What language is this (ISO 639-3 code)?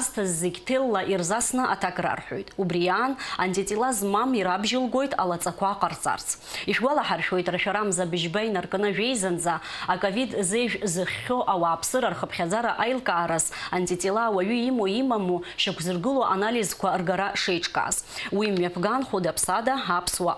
abk